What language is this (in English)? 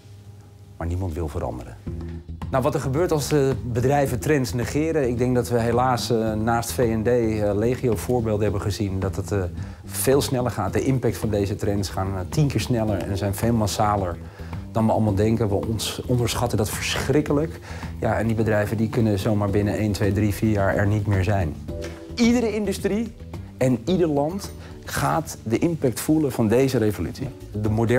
Dutch